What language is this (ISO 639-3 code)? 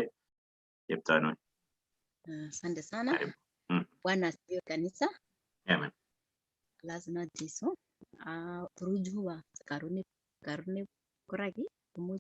kln